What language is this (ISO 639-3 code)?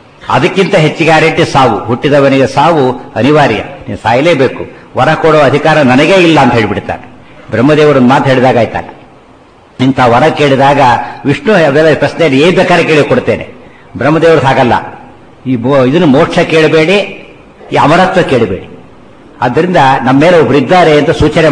kan